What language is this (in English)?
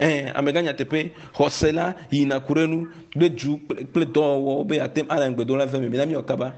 Ewe